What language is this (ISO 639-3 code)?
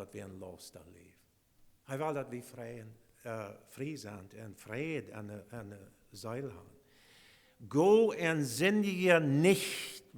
pdt